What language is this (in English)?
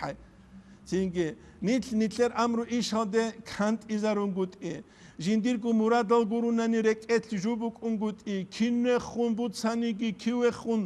Avaric